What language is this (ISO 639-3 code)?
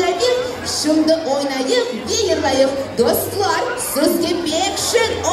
crh